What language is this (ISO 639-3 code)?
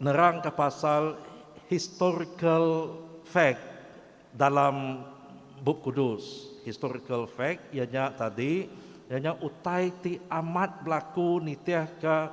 iba